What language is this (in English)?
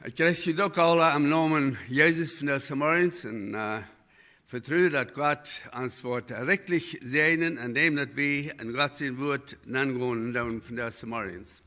Plautdietsch